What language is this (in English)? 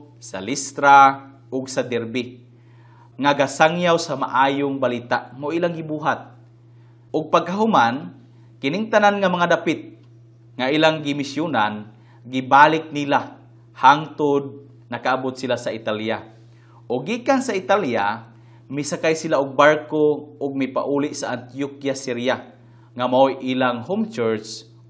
Cebuano